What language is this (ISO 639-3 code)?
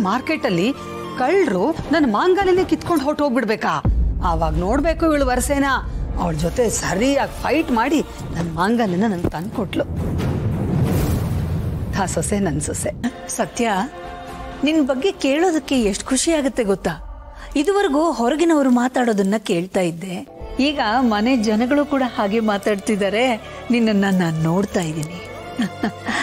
kan